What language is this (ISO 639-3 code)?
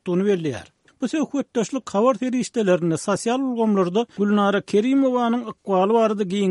tuk